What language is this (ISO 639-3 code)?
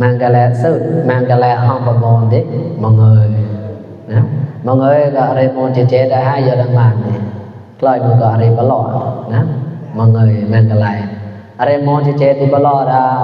mnw